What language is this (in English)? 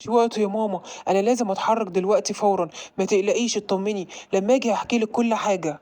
Egyptian Arabic